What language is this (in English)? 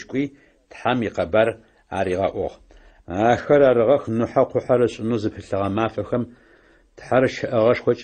Adyghe